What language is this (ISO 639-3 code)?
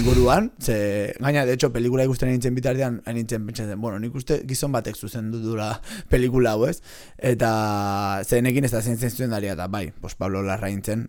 eus